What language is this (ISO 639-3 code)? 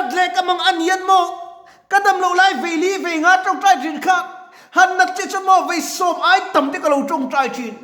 lus